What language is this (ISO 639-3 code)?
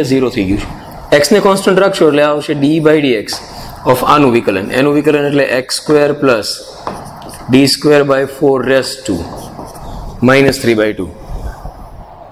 guj